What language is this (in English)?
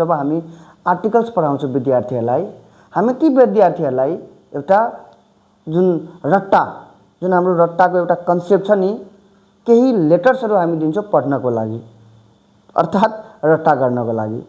Nepali